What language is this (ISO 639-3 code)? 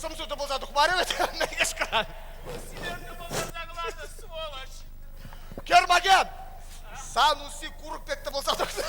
chv